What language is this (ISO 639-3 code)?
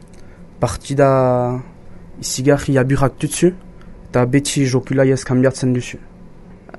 eus